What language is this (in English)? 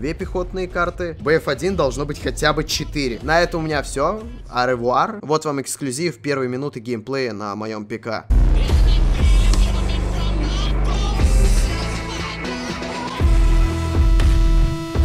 Russian